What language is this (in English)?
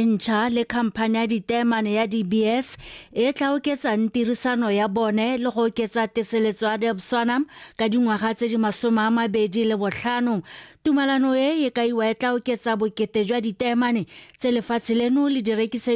Tswana